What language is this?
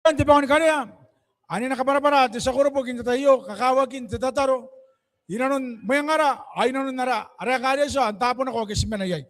Gilbertese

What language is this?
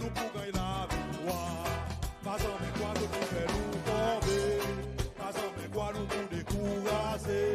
Seselwa Creole French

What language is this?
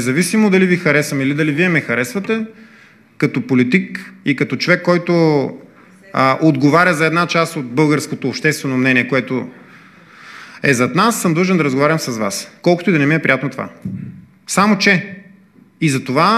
Bulgarian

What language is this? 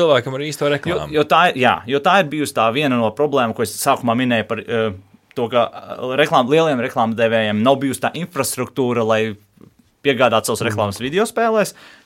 Latvian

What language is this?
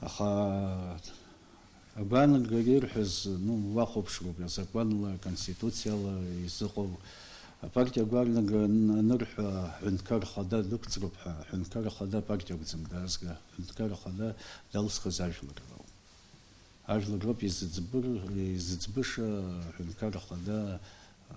Abkhazian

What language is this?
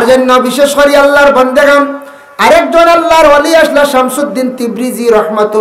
Sylheti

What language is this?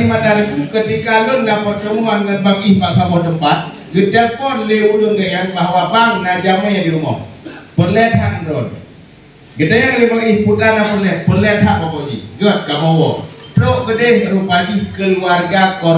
Achinese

